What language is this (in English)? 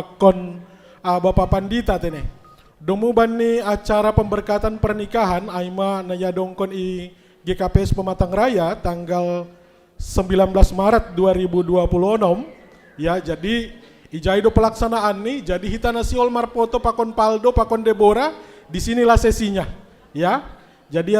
Batak Simalungun